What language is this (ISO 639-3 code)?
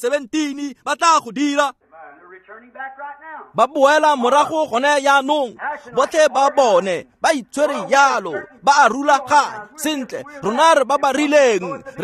tsn